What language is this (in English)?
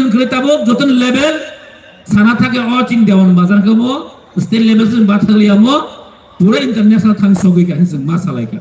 Kok Borok